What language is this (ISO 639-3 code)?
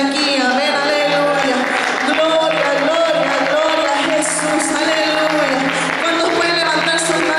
spa